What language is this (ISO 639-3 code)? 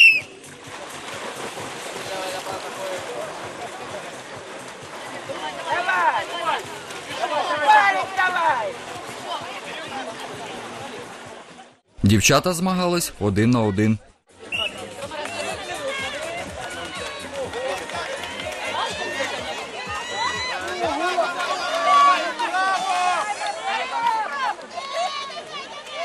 ukr